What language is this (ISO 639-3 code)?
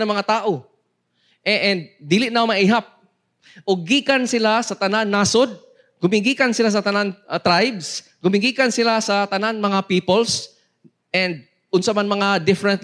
ceb